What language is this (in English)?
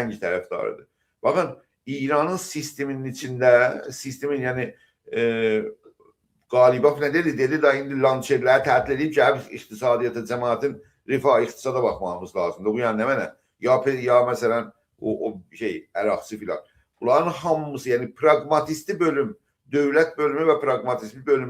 South Azerbaijani